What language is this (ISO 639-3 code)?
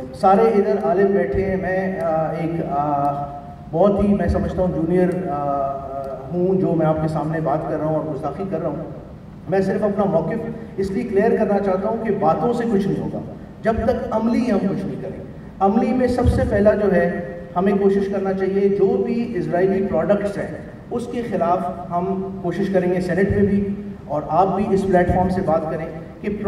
urd